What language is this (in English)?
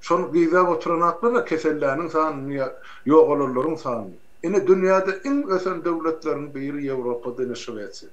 Turkmen